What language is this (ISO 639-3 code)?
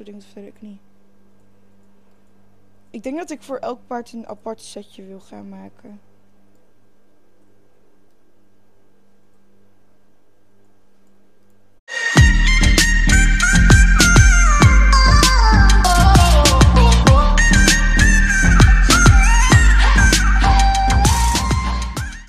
nld